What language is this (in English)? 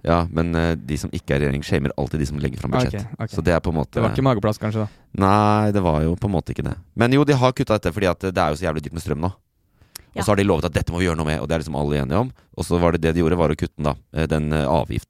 Norwegian